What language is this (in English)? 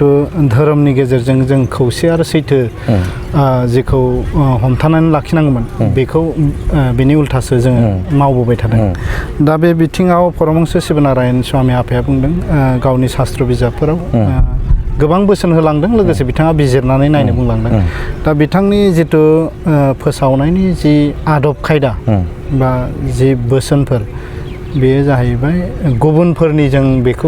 Bodo